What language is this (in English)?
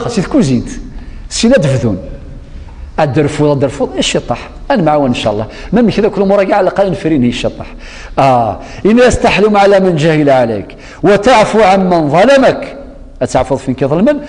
Kabyle